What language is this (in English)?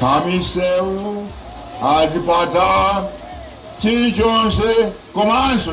Nyanja